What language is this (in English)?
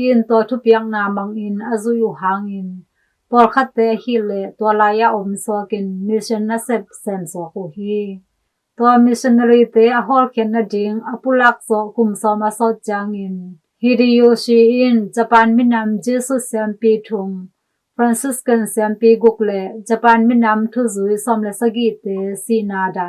Tedim Chin